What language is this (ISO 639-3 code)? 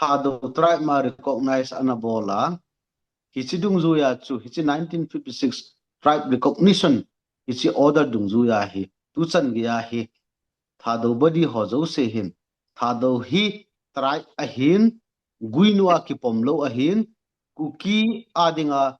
tcz